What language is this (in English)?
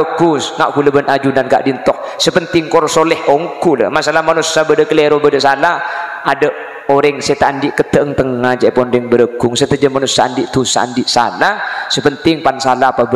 Madurese